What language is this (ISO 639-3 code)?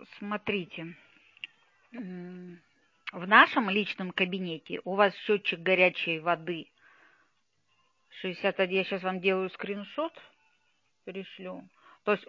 rus